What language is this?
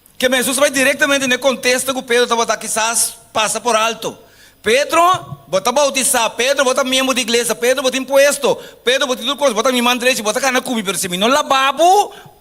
Papiamento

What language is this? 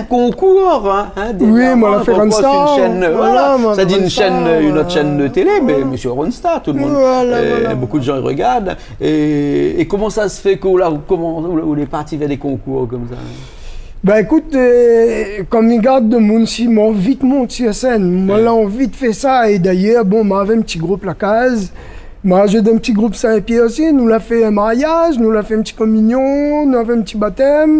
Réunion Creole French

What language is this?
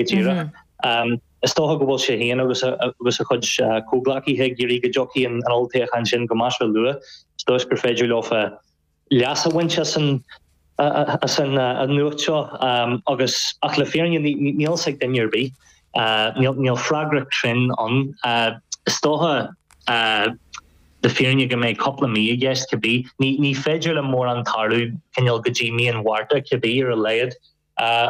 Irish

